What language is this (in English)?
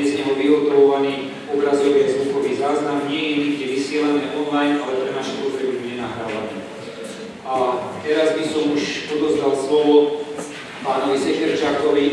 Slovak